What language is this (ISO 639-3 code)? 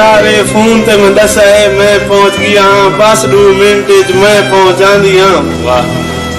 skr